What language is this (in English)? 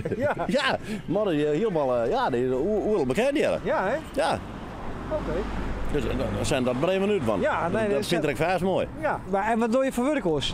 Western Frisian